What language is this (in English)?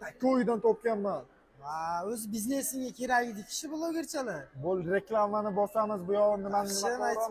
Uzbek